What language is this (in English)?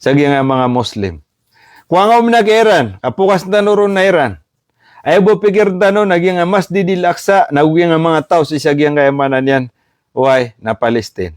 Maranao